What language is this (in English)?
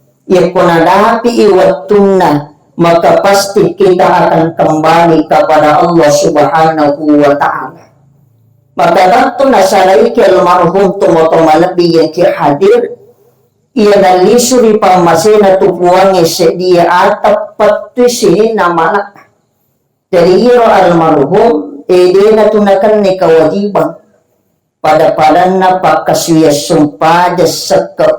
Buginese